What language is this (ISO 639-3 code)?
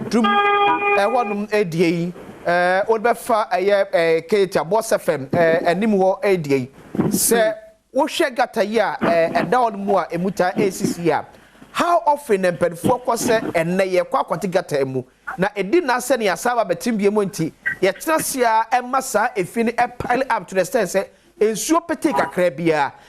aka